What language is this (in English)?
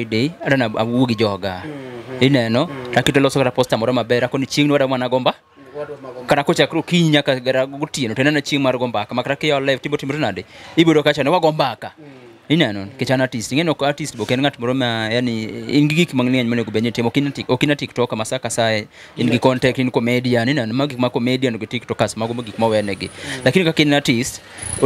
Luo (Kenya and Tanzania)